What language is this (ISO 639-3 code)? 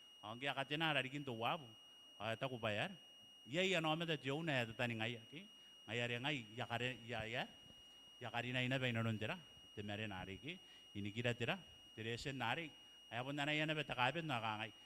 gil